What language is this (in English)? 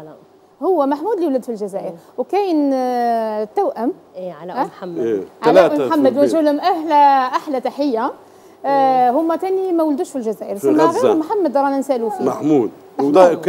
Algerian Arabic